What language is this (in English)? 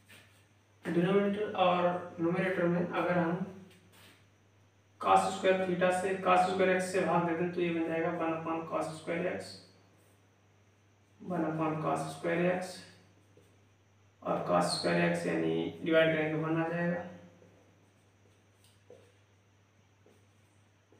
Hindi